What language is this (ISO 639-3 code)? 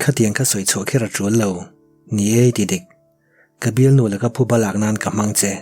lus